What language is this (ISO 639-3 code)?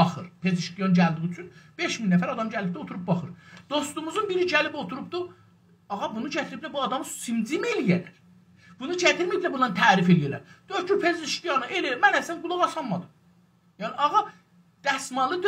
azb